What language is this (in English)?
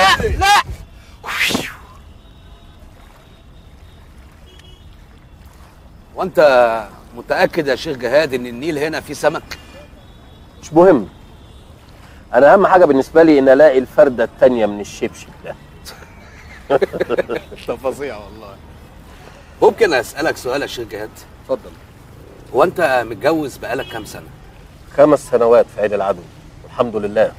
Egyptian Arabic